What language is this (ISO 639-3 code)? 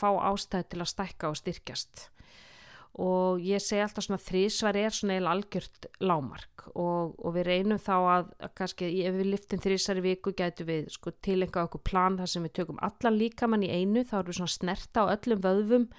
isl